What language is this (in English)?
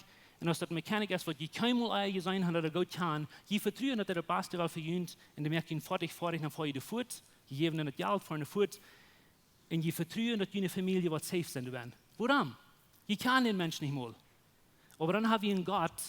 Plautdietsch